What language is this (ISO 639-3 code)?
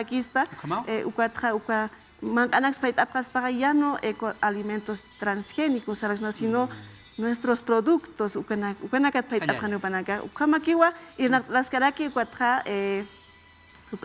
aym